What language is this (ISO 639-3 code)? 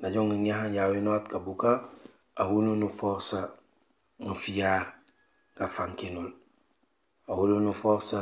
knf